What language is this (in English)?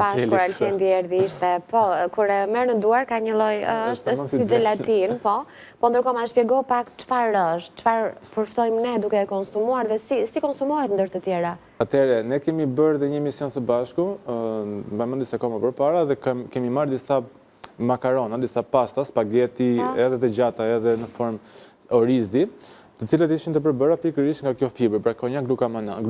Albanian